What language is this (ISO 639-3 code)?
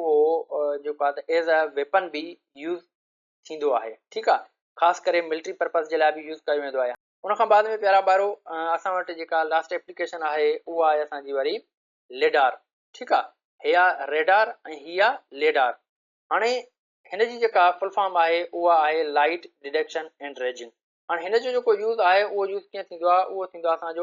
snd